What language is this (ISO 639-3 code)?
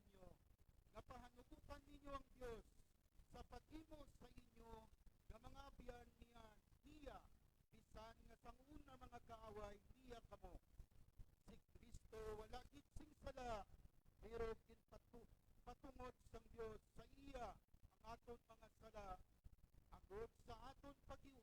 hil